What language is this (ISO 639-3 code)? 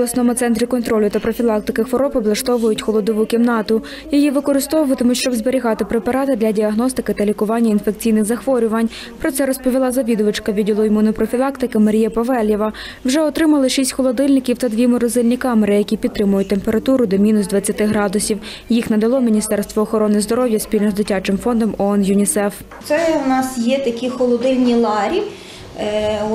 ukr